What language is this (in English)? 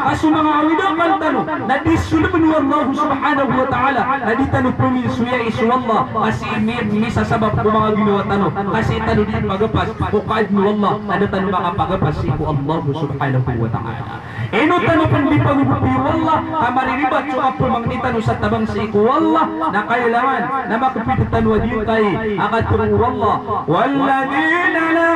Maranao